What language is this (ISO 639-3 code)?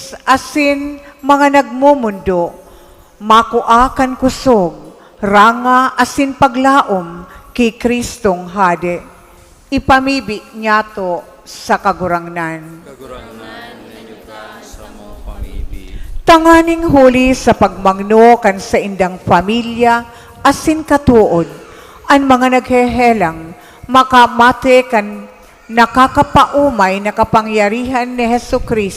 bik